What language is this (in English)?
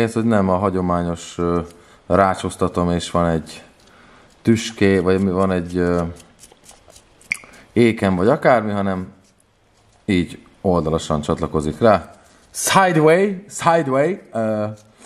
Hungarian